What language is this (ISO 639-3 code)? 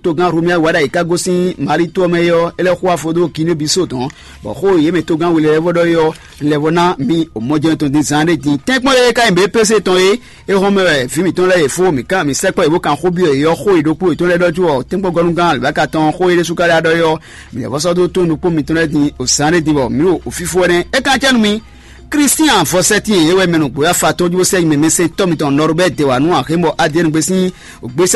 fon